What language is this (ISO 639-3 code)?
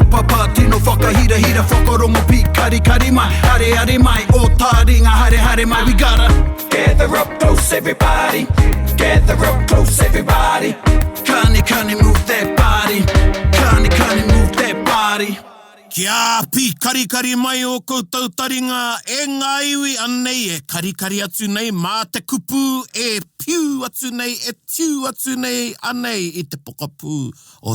mri